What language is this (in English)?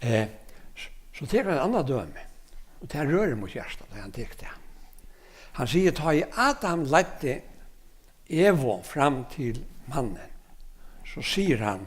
Faroese